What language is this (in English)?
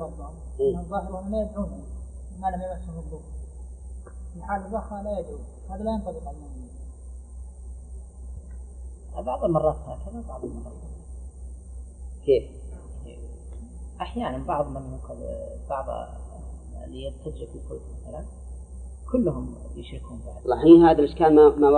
Arabic